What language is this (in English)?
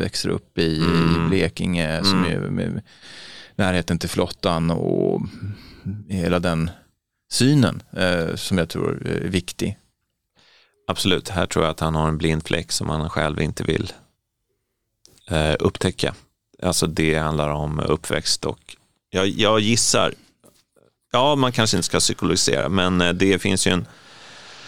Swedish